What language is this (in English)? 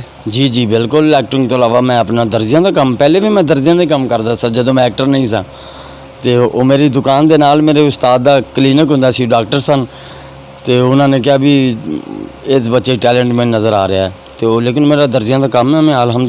Saraiki